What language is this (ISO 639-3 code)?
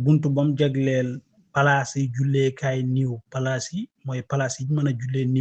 wol